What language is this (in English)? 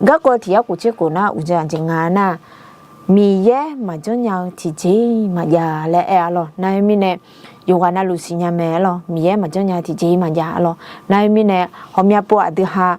Akha